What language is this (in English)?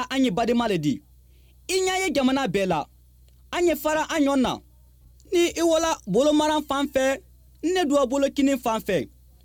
Bambara